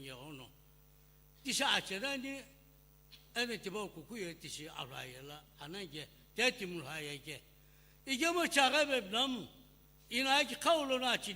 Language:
Sumi Naga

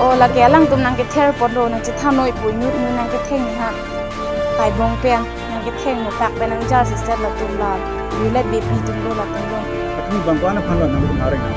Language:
Karbi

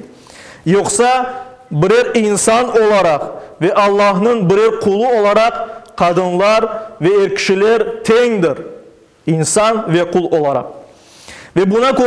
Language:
Crimean Tatar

